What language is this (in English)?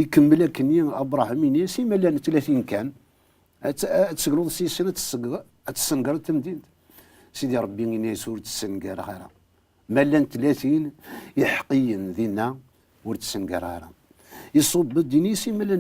Kabyle